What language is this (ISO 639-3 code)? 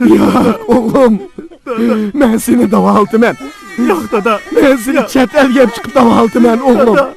uig